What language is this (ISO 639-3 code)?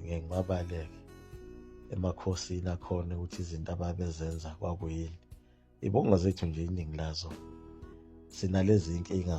zul